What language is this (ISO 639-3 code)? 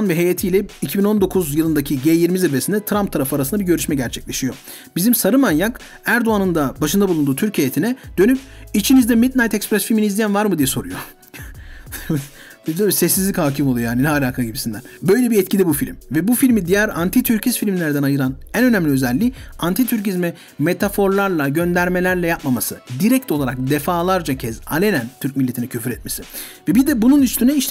tur